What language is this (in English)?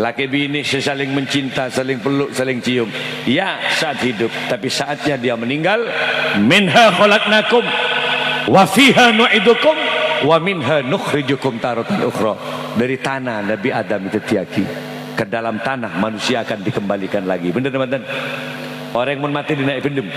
Madurese